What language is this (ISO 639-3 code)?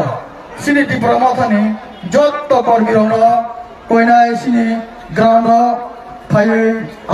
trp